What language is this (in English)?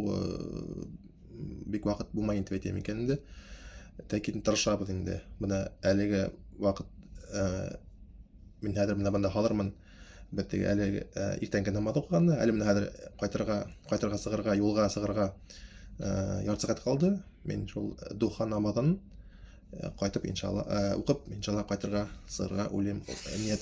Bashkir